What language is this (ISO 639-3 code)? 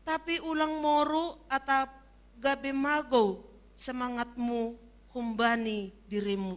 bts